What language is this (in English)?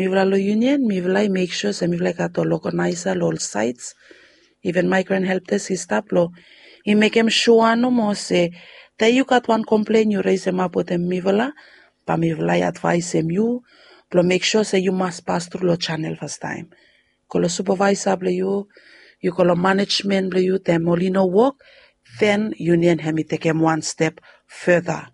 Bislama